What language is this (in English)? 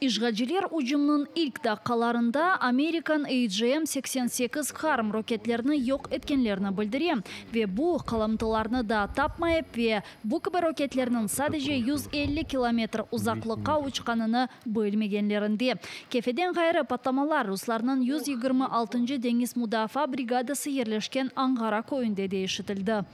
Crimean Tatar